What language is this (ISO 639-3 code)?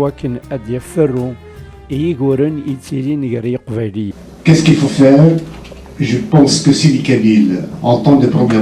kab